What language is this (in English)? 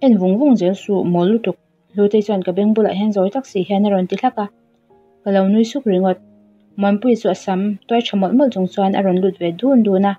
Mizo